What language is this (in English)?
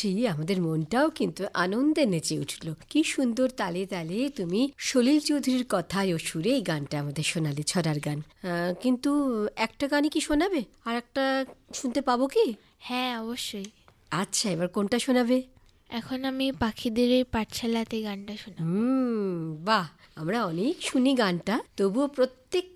Bangla